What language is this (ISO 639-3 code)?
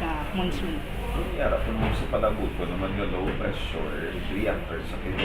hil